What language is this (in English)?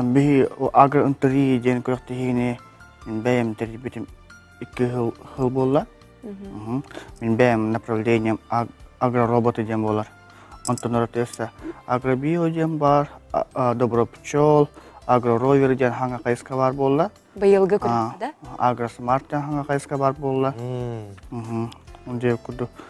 Yakut